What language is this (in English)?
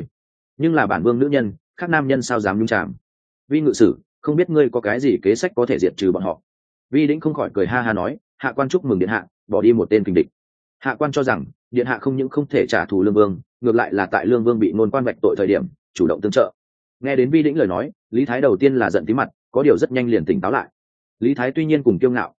Vietnamese